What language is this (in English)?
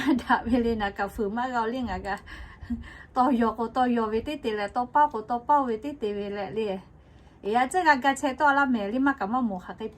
Lahu